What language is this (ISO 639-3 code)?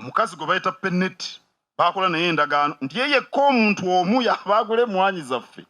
xog